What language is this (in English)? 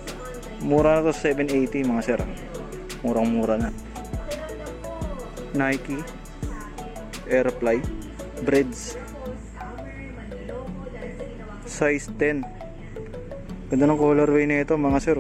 Filipino